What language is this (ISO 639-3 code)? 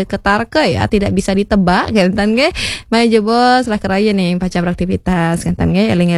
ban